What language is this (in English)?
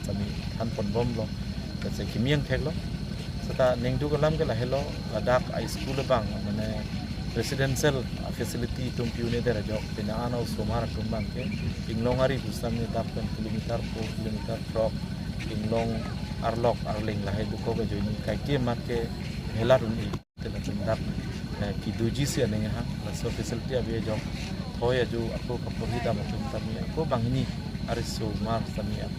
Karbi